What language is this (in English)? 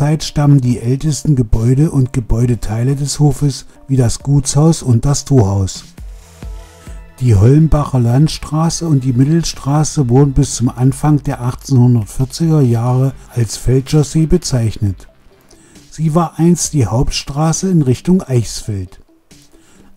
German